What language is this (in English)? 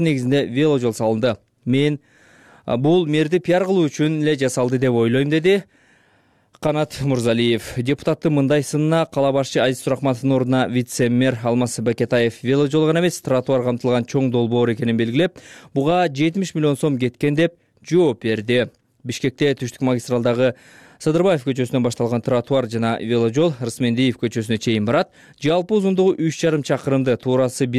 Kyrgyz